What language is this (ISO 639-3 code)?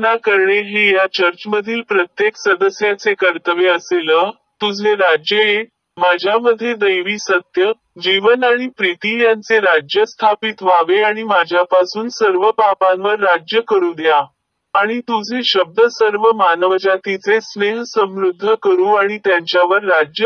mar